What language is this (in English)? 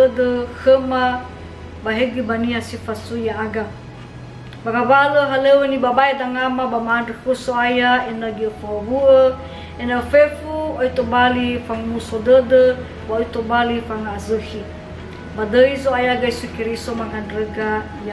Nias